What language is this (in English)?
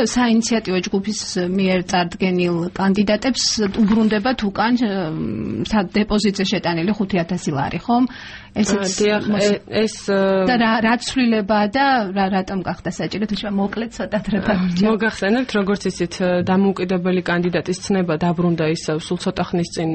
Georgian